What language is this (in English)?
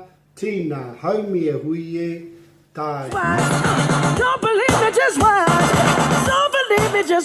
Māori